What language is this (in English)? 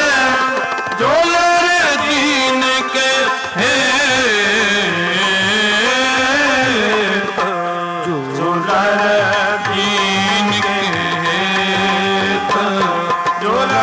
Punjabi